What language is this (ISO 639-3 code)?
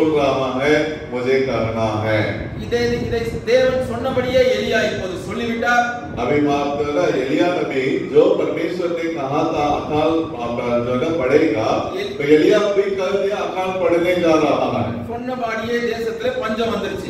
tam